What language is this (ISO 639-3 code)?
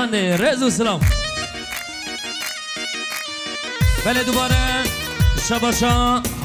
fas